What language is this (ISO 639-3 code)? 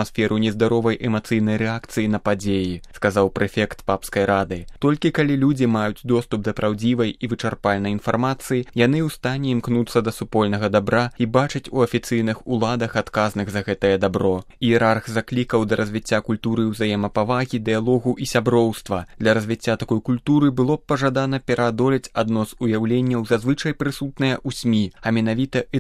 bel